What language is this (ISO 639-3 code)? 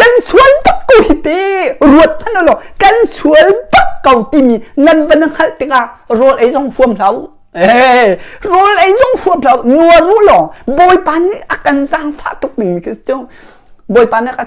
cnh